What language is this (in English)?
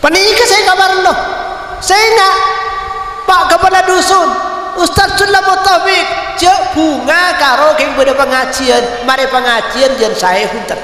Madurese